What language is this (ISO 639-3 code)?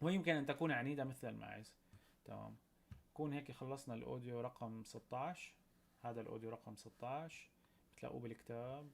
apc